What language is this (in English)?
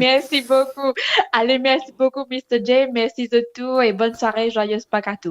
Morisyen